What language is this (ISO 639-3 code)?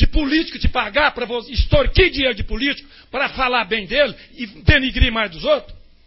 por